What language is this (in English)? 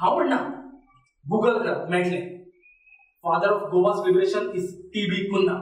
Konkani